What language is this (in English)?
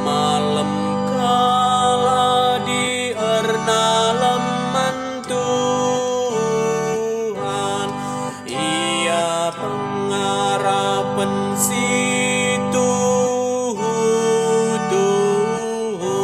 Batak Karo